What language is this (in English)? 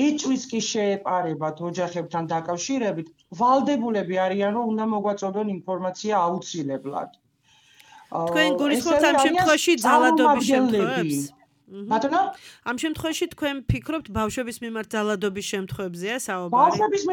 Georgian